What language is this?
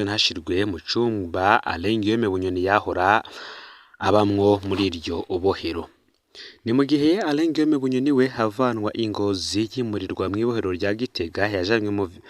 Rundi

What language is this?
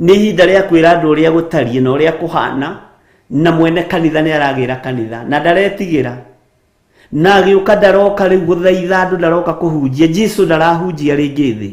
Kikuyu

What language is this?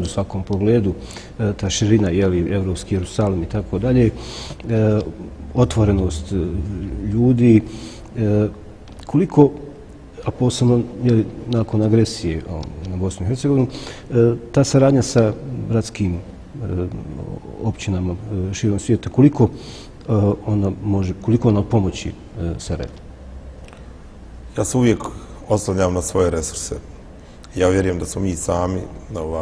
Bosnian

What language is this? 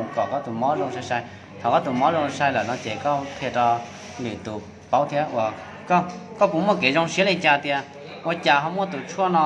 Hmong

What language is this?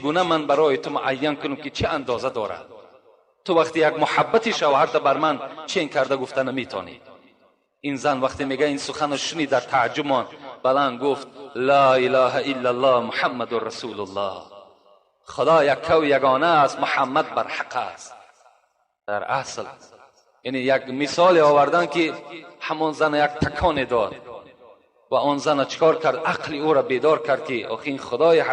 Tajik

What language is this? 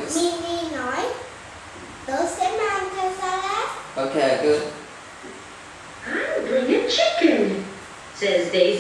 Vietnamese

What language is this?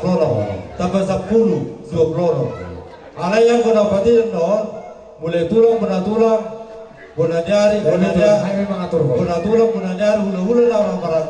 Batak Toba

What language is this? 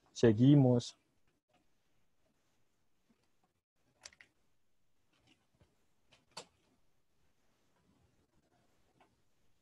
Spanish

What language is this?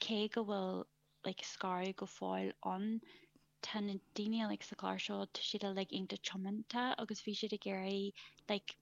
Irish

